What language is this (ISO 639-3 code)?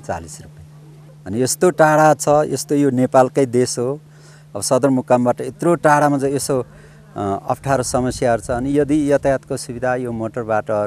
nep